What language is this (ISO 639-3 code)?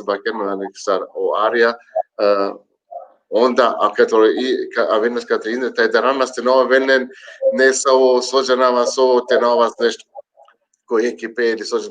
rmn